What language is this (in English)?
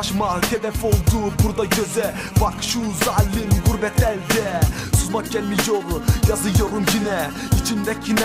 Turkish